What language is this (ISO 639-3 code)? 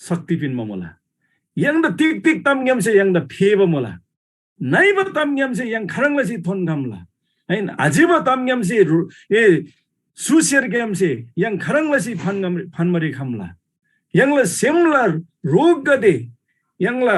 taj